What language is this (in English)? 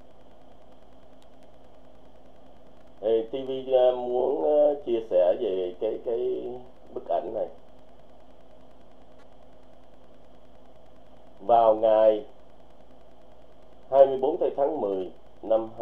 Vietnamese